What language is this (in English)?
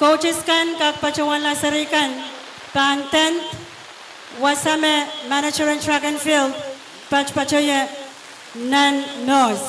Pohnpeian